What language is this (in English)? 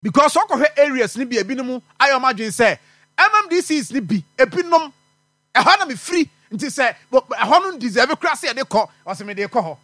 Akan